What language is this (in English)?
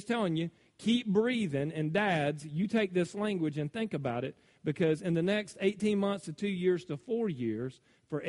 English